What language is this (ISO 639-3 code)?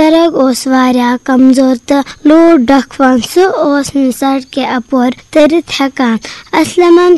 kas